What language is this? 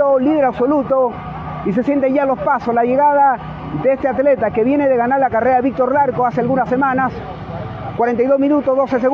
Spanish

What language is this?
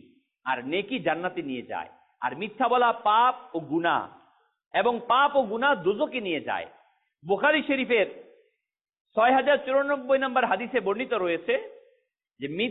Bangla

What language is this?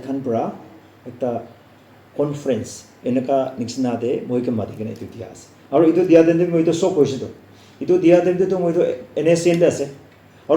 Naga Pidgin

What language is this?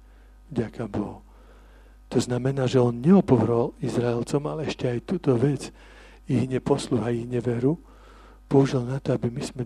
Slovak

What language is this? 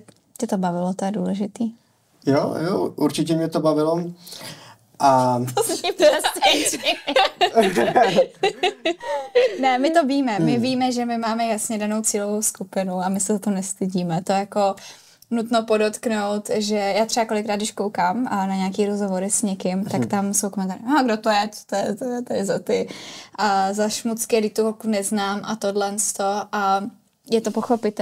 Czech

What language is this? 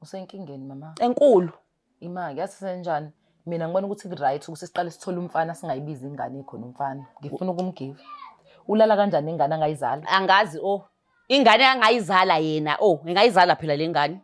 Zulu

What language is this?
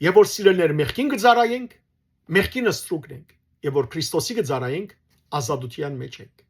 Western Armenian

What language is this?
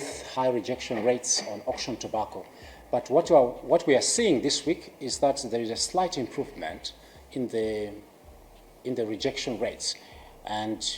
English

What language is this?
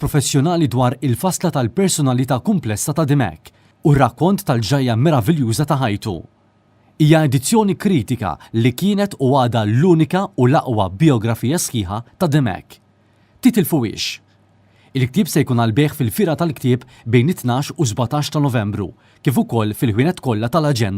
Maltese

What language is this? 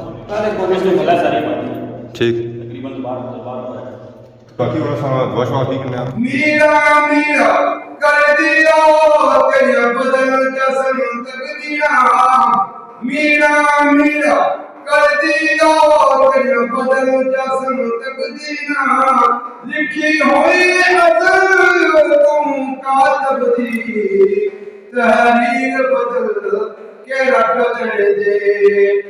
Pahari-Potwari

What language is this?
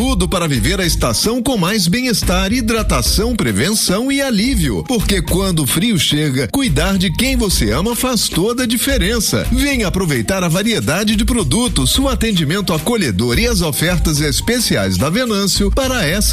Portuguese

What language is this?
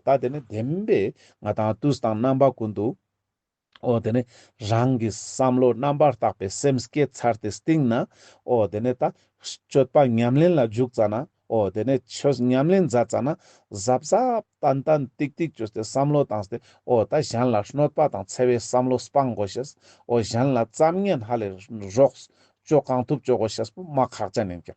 Ladakhi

